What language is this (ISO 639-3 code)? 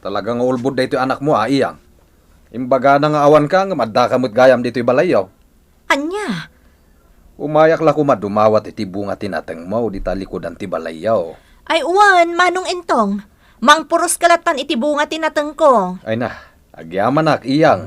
ilo